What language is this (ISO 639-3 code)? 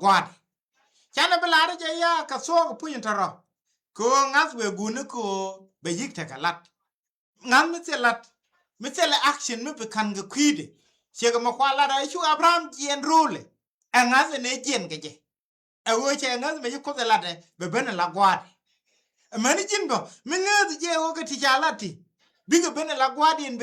nus